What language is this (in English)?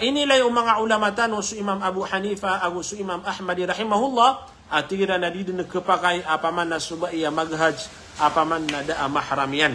Maranao